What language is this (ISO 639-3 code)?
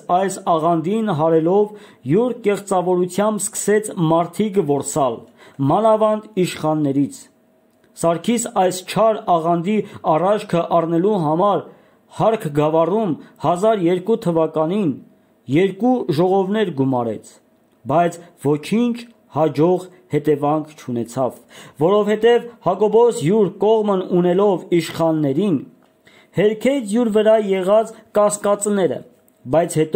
hye